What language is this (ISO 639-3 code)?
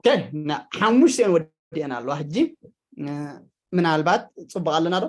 tir